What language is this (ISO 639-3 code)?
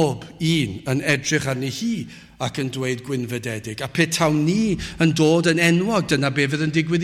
cym